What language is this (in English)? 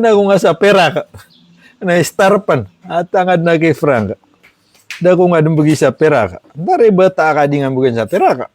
Maranao